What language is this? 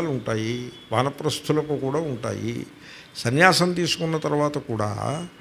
Telugu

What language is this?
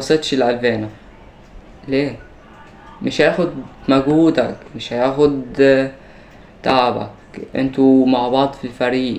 Egyptian Arabic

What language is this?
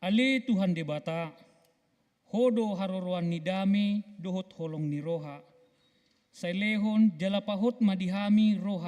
Batak Toba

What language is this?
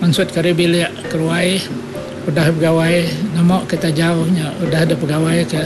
Iban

